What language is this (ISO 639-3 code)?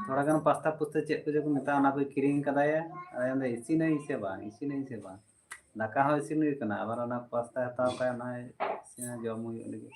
sat